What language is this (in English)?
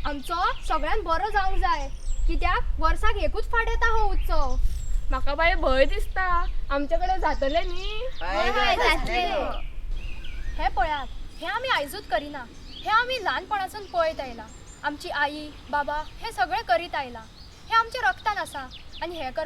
Konkani